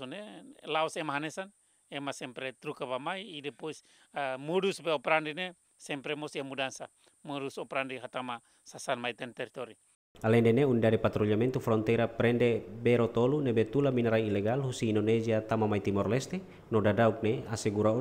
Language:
Tetum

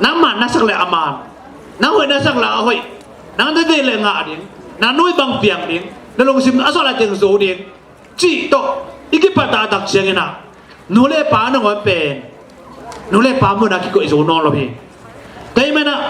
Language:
Tedim Chin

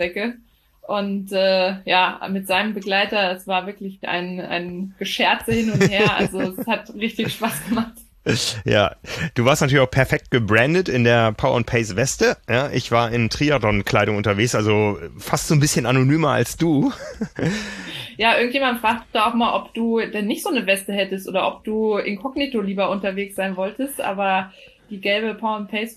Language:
German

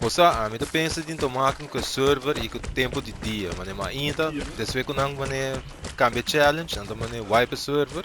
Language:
Papiamento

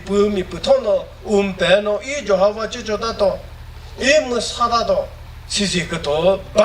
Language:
Chokri Naga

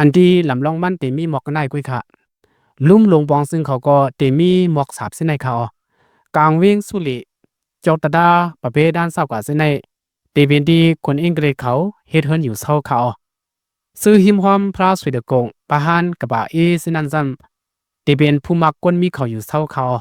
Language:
Shan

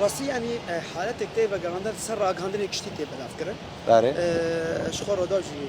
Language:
Kurdish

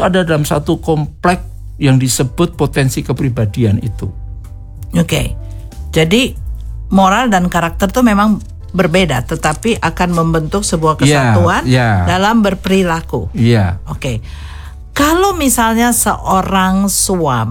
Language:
Indonesian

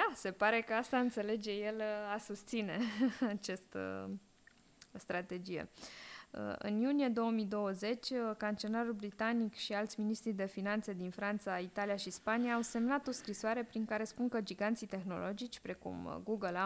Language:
Romanian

